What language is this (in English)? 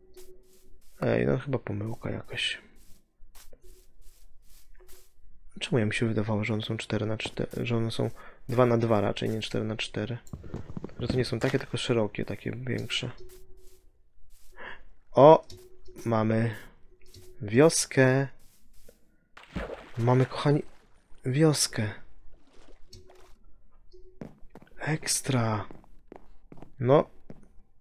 Polish